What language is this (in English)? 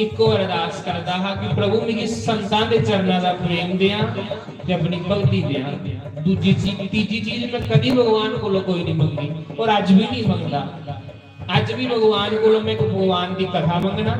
Dogri